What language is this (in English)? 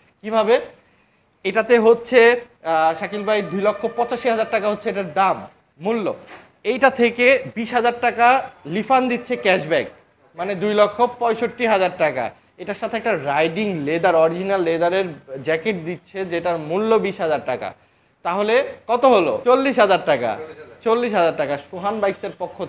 Bangla